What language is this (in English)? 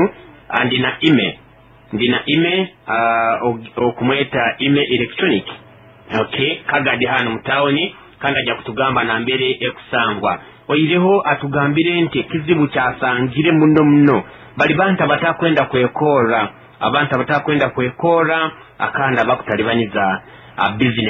Nyoro